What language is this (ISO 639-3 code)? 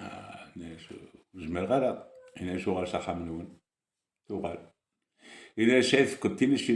kab